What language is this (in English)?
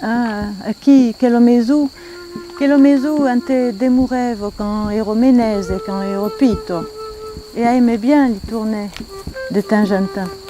Occitan